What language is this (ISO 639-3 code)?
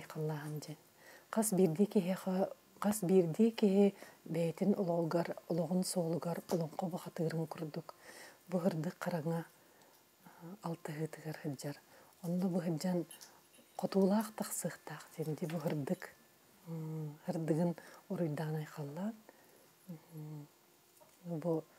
sah